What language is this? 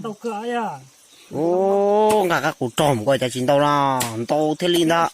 Hmong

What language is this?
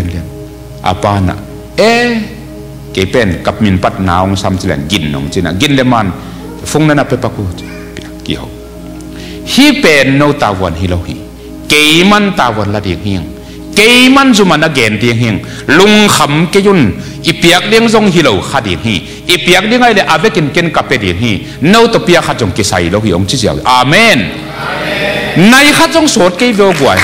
Tedim Chin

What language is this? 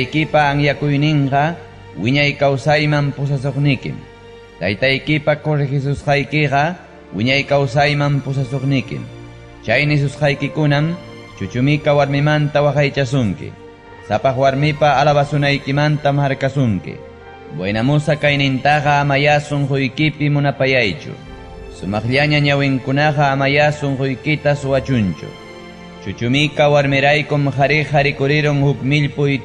Ayacucho Quechua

